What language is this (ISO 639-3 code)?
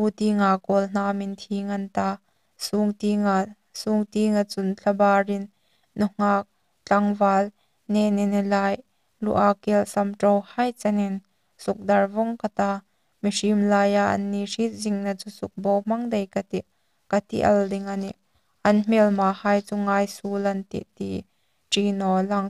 hmr